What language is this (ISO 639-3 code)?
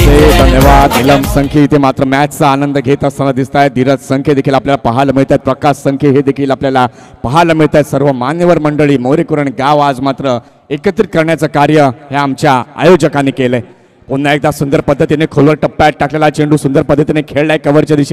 mar